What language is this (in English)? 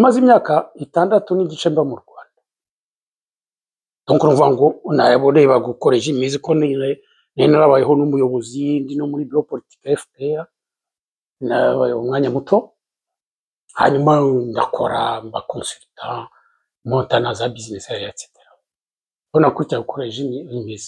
Kinyarwanda